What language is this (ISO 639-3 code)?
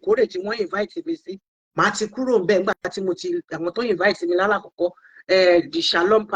yor